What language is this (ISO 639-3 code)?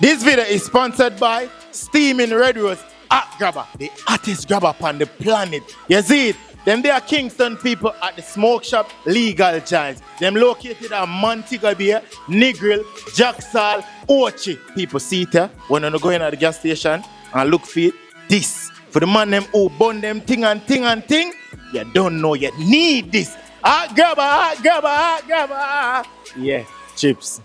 jam